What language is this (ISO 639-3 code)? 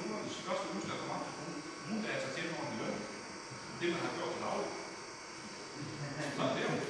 dan